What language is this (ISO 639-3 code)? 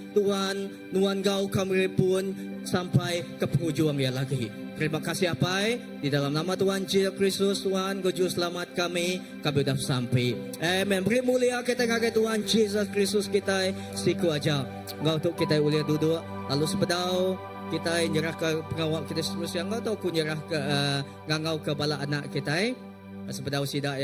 iba